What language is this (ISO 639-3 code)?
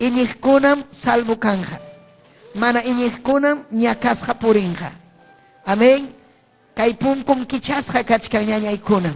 quy